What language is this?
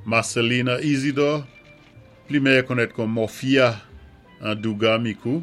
Saint Lucian Creole French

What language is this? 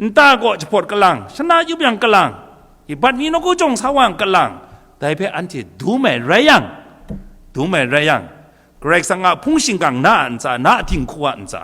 Kachin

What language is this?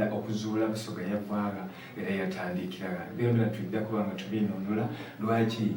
Soga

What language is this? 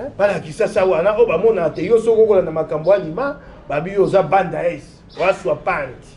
Lingala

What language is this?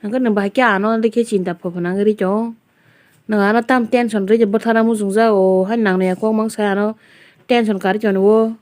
Kok Borok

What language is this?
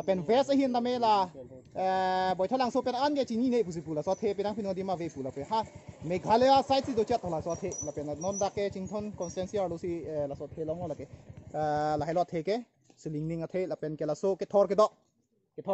Karbi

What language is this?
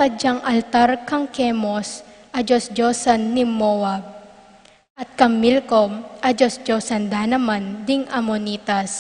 Pampanga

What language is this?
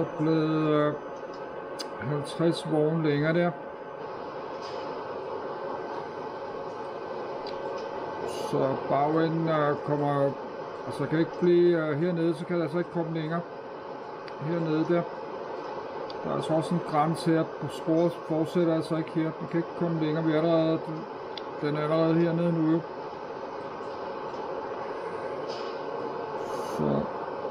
Danish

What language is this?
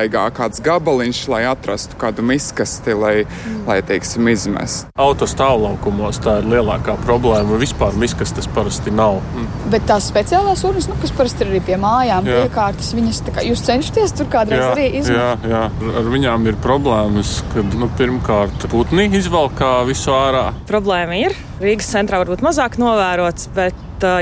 Latvian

